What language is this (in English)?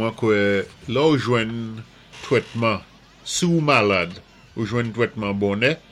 Saint Lucian Creole French